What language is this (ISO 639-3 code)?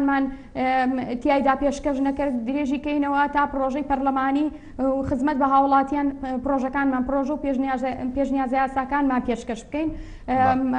ckb